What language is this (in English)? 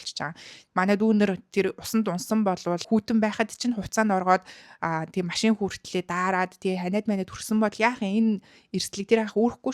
Mongolian